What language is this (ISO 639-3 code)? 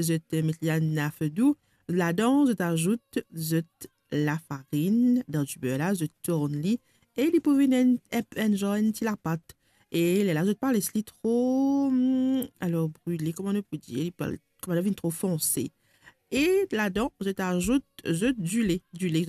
mfe